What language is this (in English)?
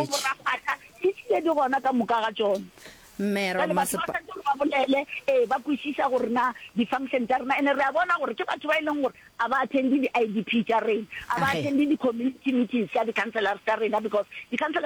Northern Sotho